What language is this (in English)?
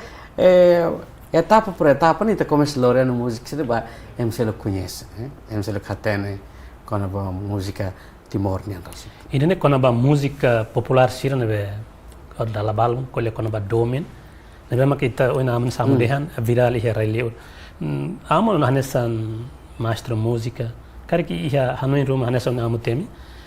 Tetum